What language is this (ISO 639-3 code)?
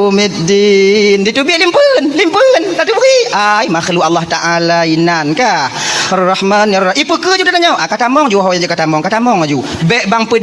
ace